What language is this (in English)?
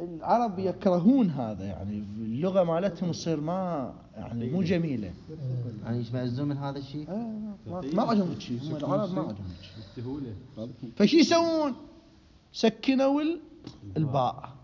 Mesopotamian Arabic